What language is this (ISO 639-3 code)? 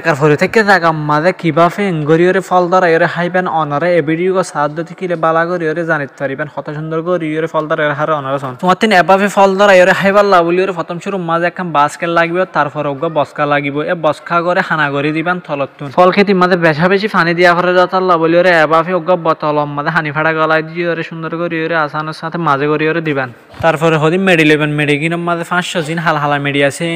rhg